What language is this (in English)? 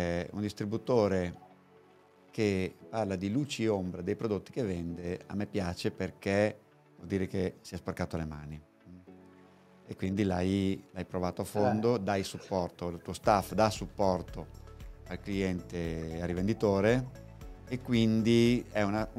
Italian